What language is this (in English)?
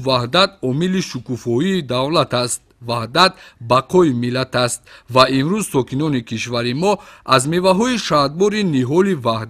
Tajik